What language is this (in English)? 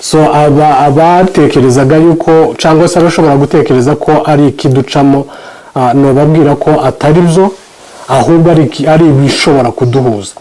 Kinyarwanda